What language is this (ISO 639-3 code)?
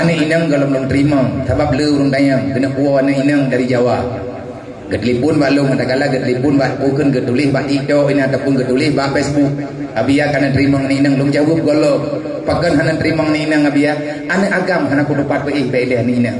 ace